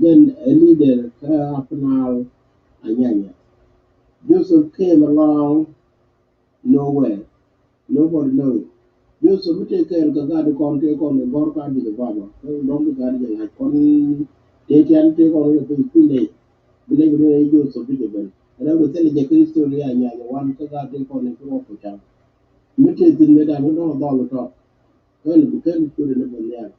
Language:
Nuer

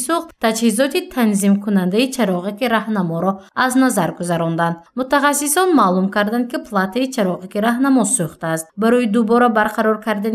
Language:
Tajik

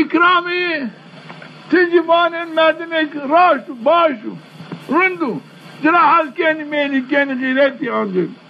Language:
Zaza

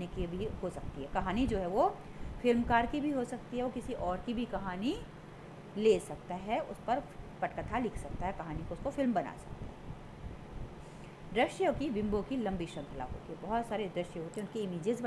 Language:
Hindi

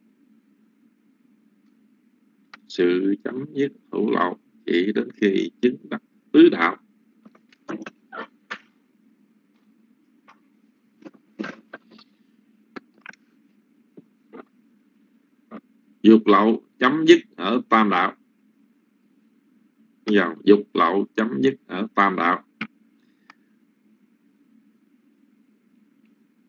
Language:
Vietnamese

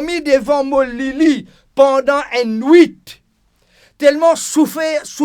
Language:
Morisyen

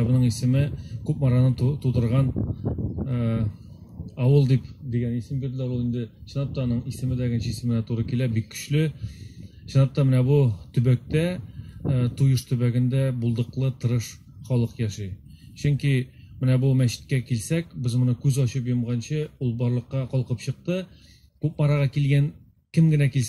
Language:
Tatar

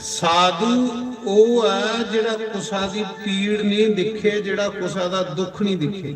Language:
Dogri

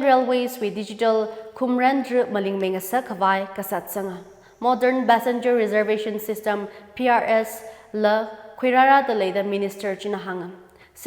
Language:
Tangkhul Naga (India)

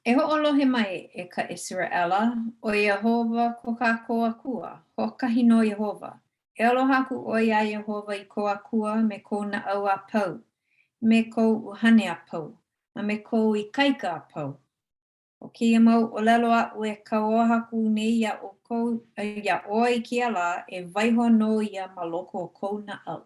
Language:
Hawaiian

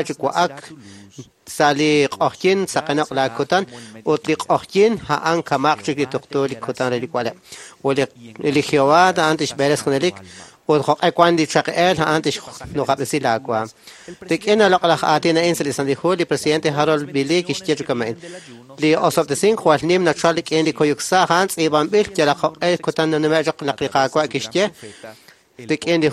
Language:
Kekchí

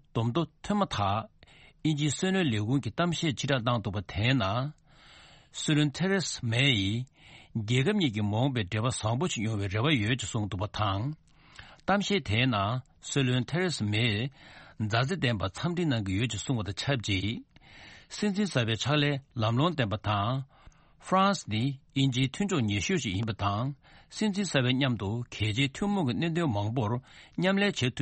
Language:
Tibetan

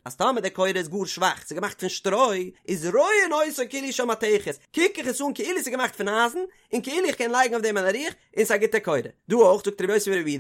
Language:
Yiddish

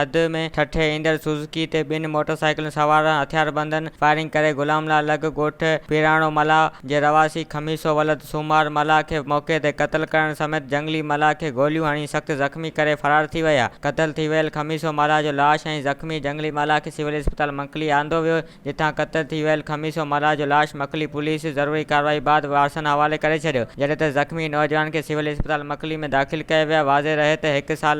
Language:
Sindhi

